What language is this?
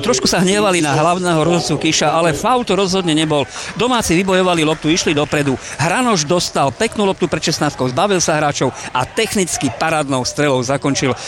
Slovak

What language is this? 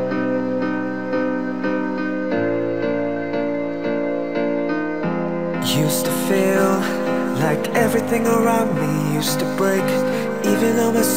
English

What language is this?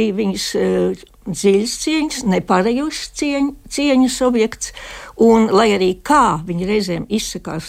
Latvian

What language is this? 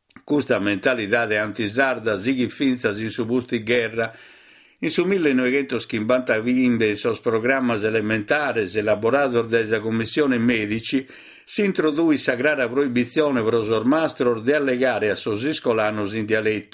Sardinian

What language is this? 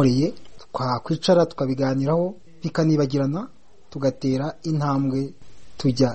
Kinyarwanda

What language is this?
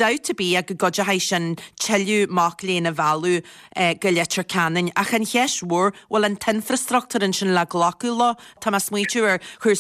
Irish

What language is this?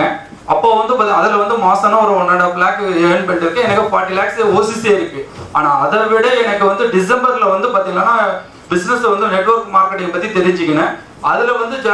Tamil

